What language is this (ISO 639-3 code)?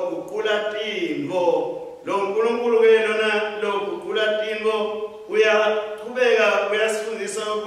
ssw